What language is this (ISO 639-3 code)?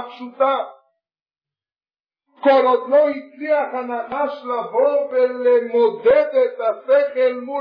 heb